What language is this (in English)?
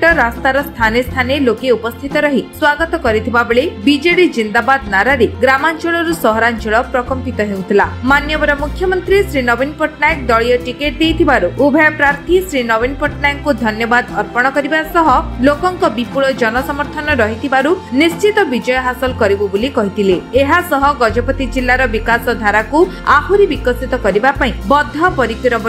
Odia